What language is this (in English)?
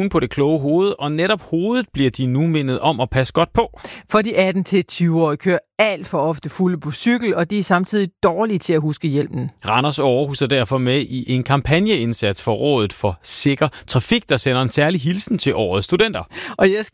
Danish